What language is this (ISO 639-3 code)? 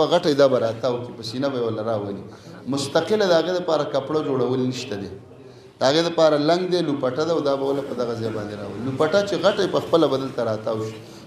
pus